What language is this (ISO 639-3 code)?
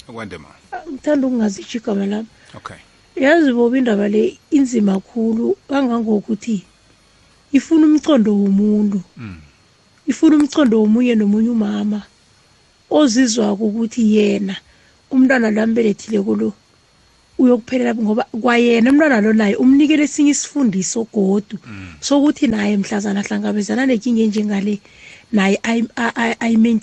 nbl